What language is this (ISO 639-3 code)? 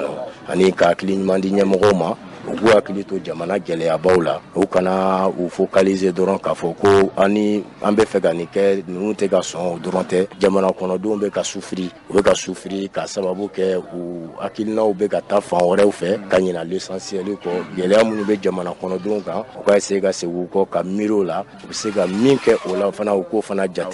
bam